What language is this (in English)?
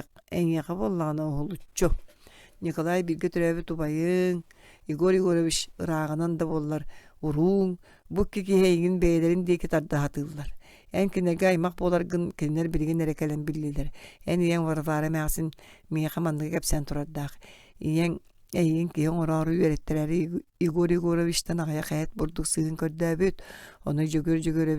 Yakut